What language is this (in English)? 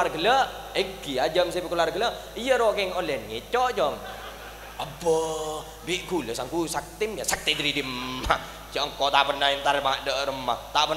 Madurese